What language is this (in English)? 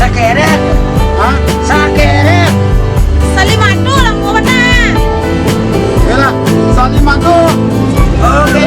Minangkabau